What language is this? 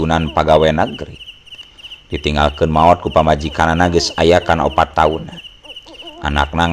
Sundanese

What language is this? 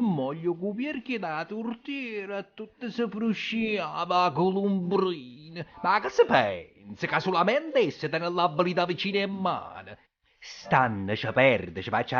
Neapolitan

